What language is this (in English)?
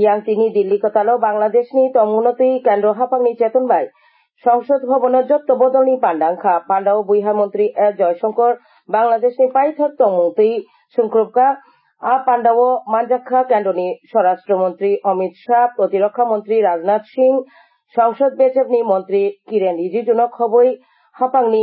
Kok Borok